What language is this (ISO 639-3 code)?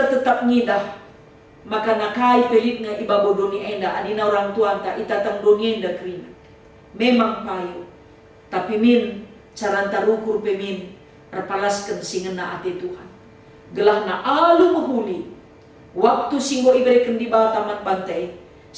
btx